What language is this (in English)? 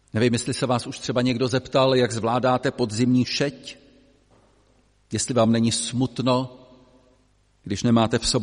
Czech